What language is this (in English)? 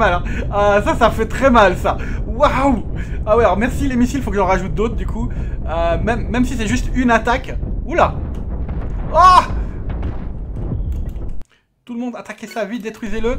French